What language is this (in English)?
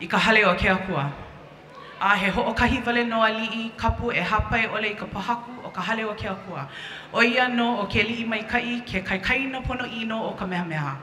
Hawaiian